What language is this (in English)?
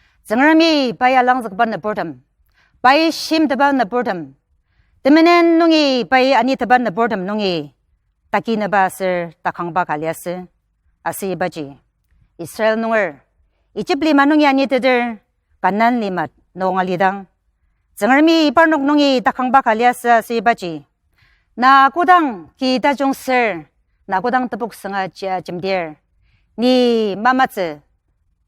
Ao Naga